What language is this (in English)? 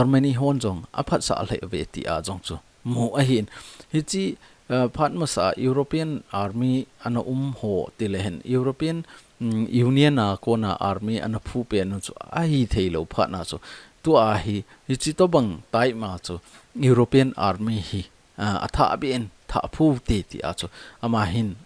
Thado Chin